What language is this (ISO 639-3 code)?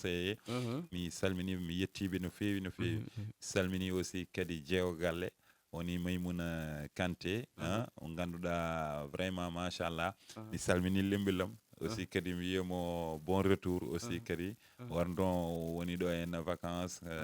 ful